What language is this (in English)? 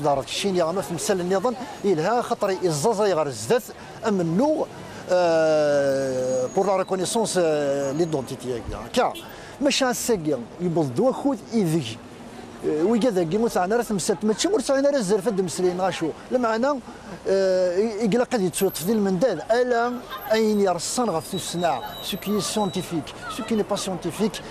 Kabyle